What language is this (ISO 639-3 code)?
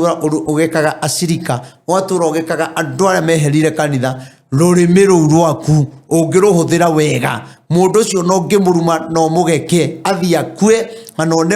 kik